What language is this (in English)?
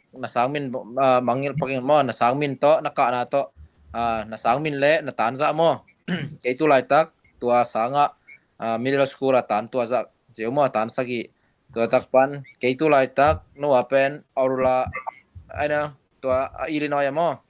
Tedim Chin